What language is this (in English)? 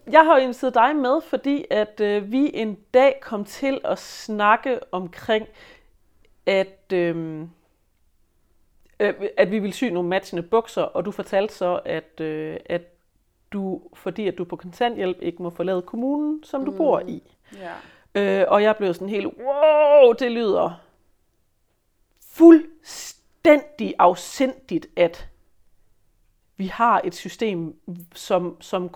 Danish